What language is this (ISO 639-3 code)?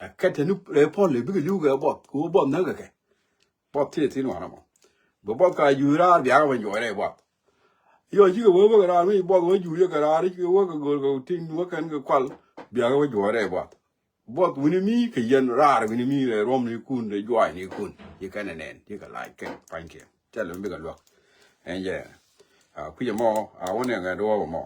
nus